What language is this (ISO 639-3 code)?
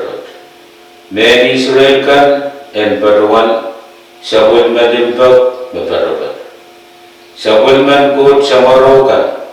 pon